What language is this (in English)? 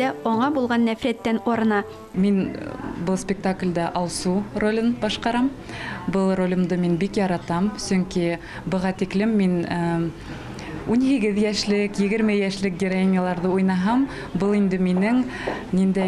Tatar